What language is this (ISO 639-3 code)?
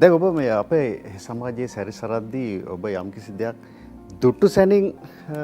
sin